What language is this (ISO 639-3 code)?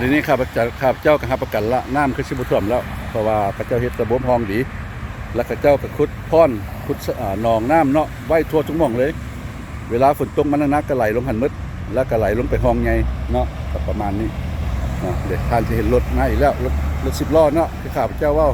lao